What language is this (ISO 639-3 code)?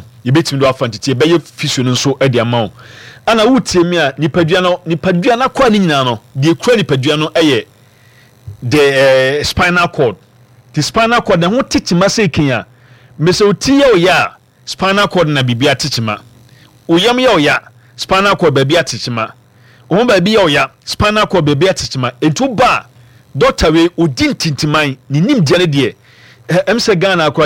aka